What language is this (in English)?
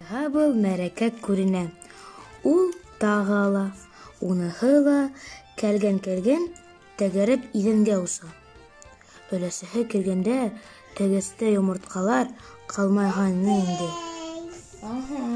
Bashkir